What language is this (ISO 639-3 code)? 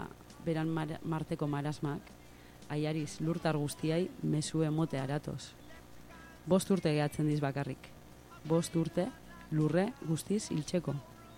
eus